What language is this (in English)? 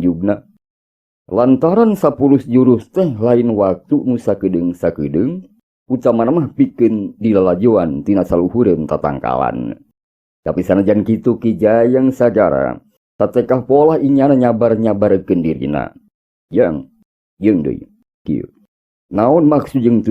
Sundanese